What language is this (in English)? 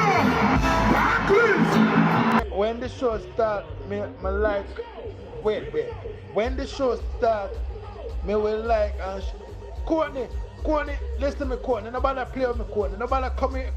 Jamaican Creole English